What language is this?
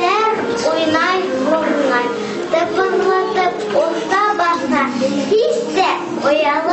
Bashkir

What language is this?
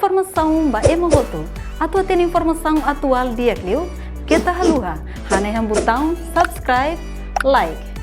Tetum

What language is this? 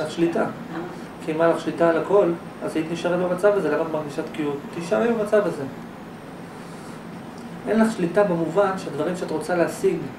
Hebrew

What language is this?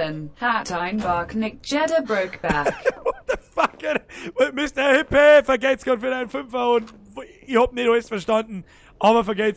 Bavarian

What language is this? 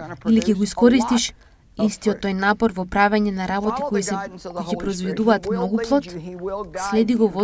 Macedonian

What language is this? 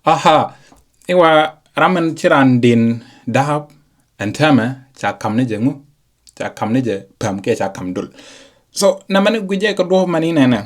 Nuer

